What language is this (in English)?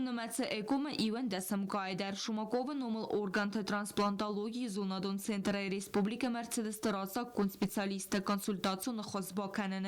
Ossetic